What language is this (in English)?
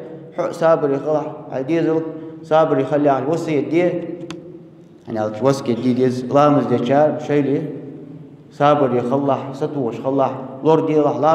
Ingush